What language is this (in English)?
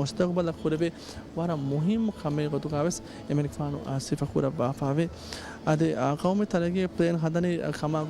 Divehi